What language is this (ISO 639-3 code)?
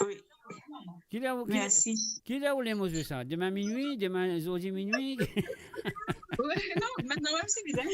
mfe